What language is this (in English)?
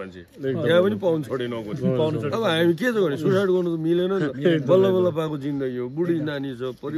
Nepali